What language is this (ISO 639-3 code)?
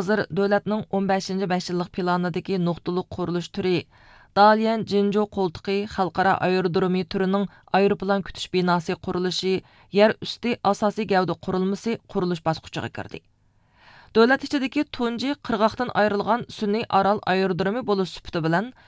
uig